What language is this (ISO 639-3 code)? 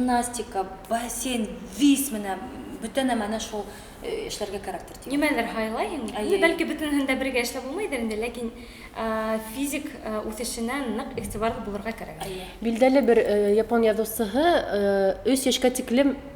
bak